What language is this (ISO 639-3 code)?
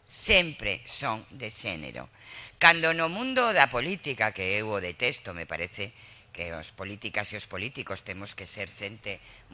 glg